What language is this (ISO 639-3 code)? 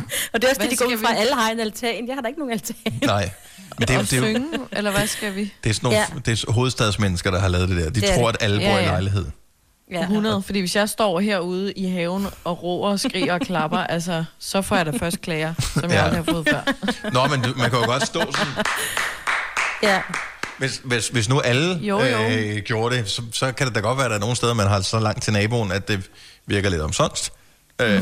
dan